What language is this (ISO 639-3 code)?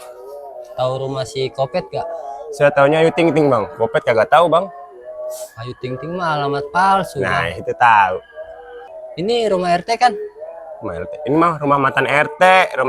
bew